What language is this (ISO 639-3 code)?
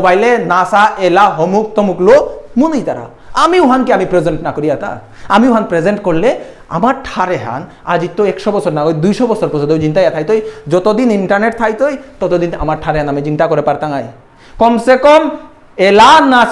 bpy